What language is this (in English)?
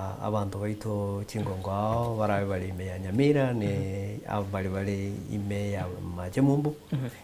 Gusii